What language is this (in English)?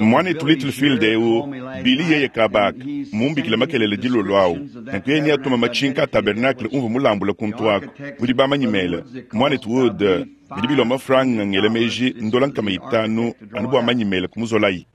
Luba-Lulua